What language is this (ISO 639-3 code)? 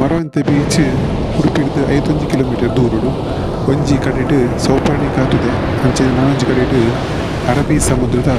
tcy